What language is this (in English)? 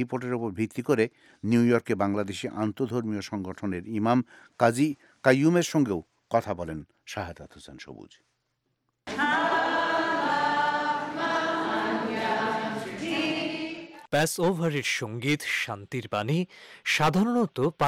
Bangla